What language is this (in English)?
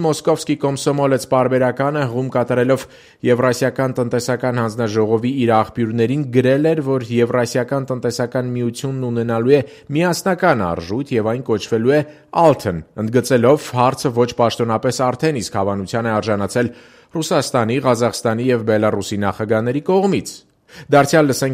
Armenian